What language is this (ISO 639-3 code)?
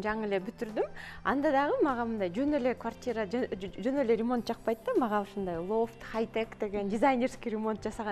kir